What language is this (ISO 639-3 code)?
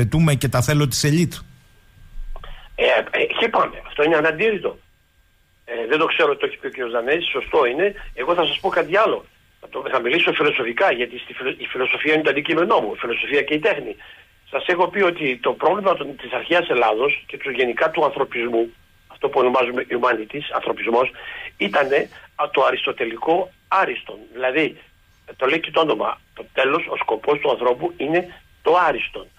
ell